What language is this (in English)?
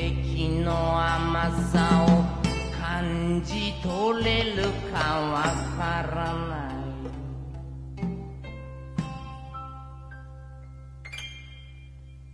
Japanese